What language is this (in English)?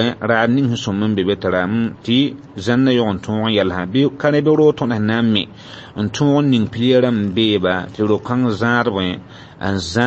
Mossi